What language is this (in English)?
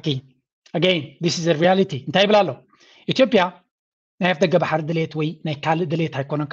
Tigrinya